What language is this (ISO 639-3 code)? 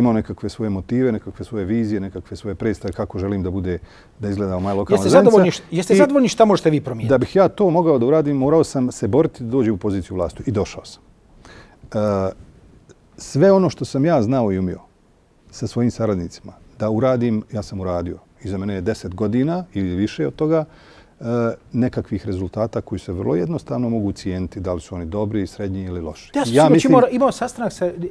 bos